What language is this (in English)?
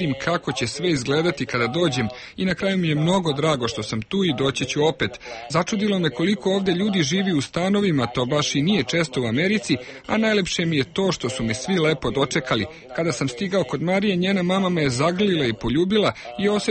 Serbian